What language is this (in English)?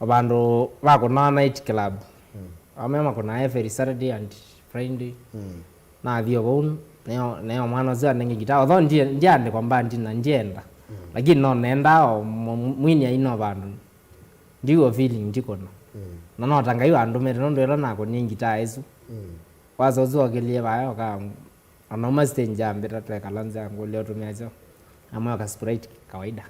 Kamba